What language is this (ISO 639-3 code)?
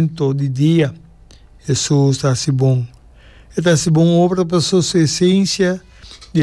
pap